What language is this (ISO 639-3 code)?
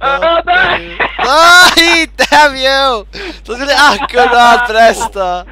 fao